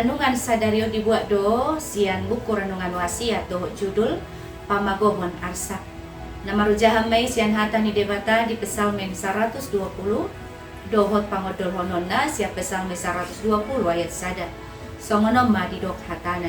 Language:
Batak Toba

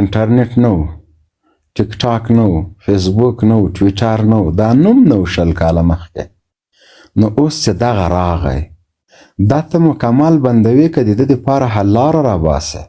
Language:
Pashto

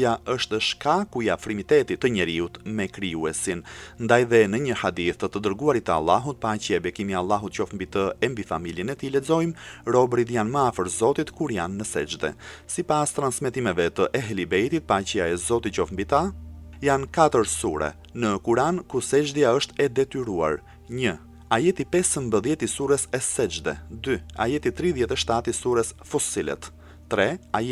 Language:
Albanian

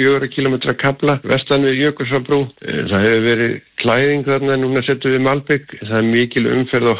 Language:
Icelandic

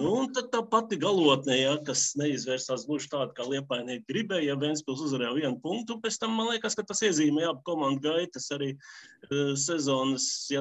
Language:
Latvian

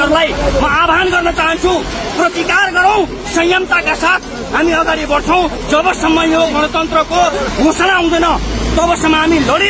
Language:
Nepali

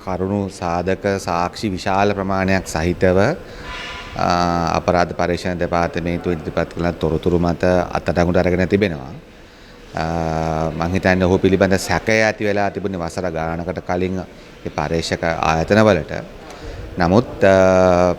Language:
Sinhala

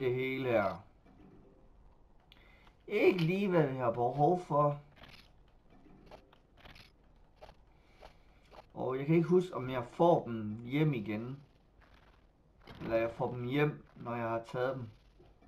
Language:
Danish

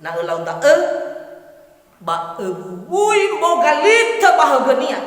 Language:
Nias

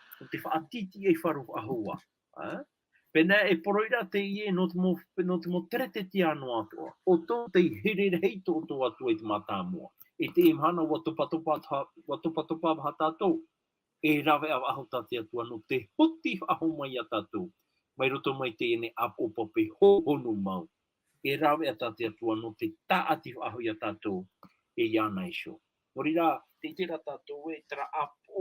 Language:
Tahitian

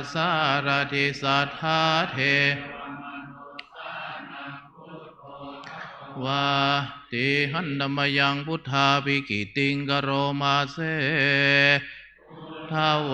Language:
Pali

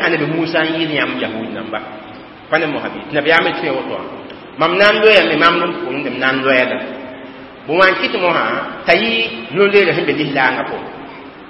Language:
Mossi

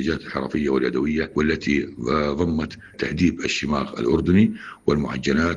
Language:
Arabic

